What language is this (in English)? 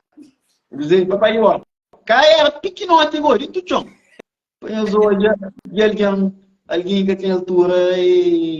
Kabuverdianu